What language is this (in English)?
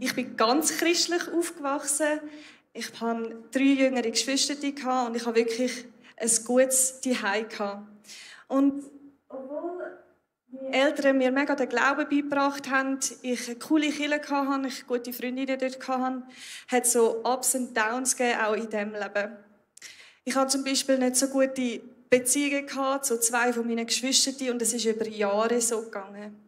Swiss German